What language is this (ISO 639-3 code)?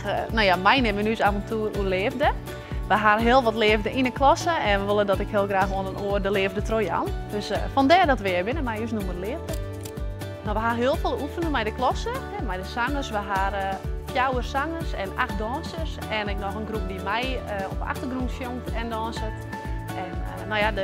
fry